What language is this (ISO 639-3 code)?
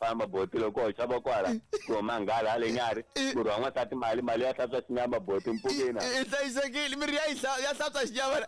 tso